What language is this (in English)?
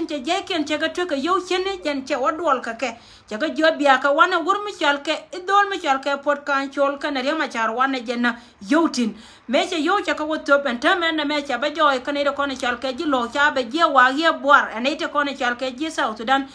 Nuer